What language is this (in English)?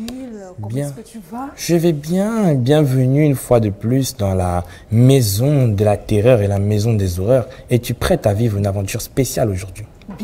French